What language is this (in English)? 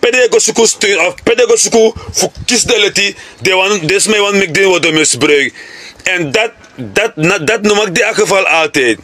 Sranan Tongo